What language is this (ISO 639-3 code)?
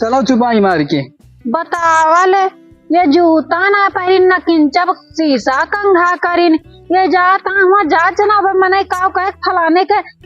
awa